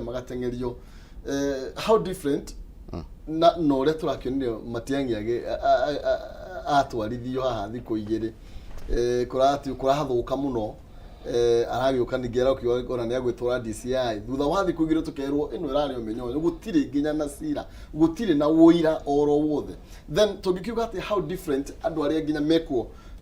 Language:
Kikuyu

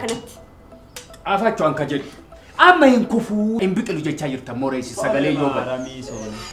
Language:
Oromo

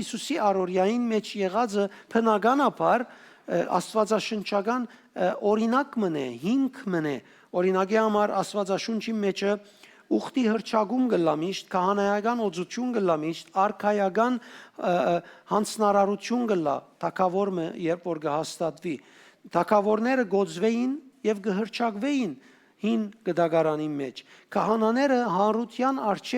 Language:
Western Armenian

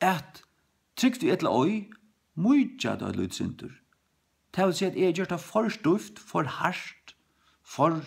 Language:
Faroese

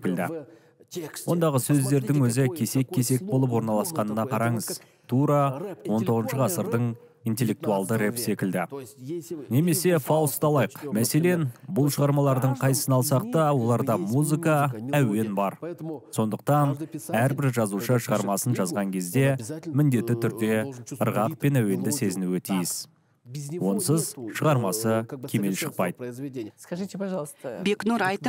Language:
Kazakh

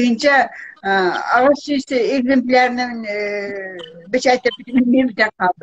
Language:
Yakut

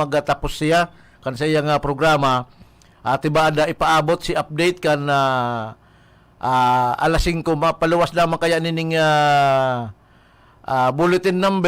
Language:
Bikol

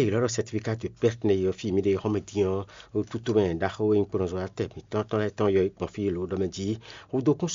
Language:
Fon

